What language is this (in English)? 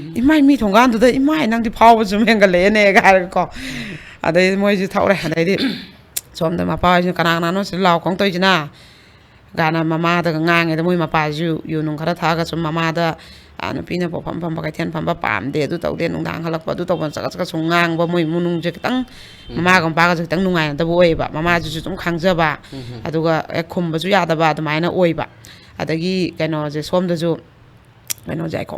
Manipuri